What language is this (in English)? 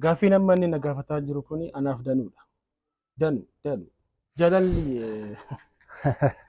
Oromo